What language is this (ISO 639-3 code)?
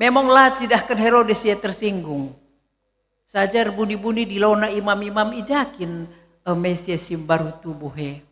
btx